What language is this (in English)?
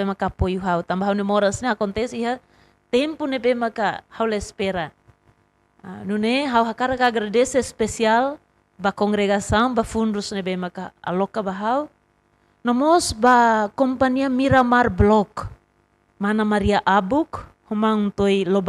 Tetum